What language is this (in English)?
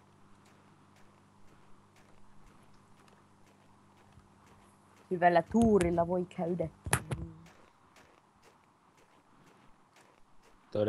Finnish